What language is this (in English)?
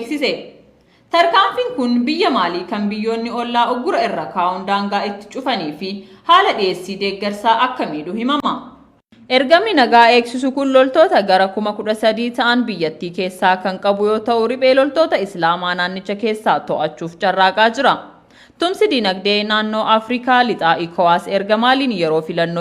Oromo